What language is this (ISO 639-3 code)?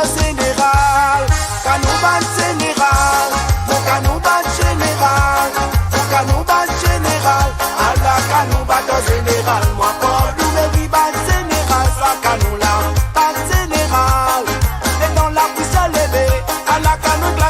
mfe